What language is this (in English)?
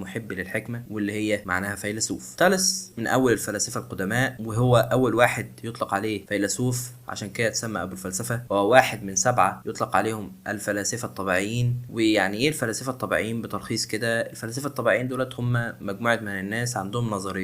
Egyptian Arabic